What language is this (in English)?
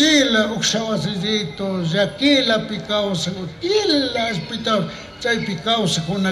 Chimborazo Highland Quichua